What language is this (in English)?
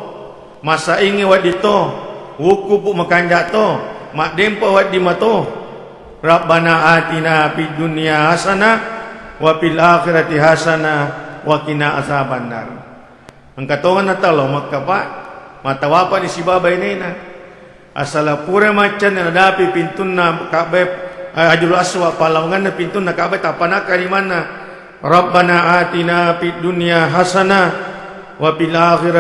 Buginese